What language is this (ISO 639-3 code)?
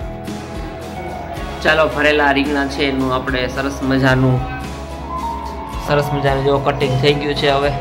guj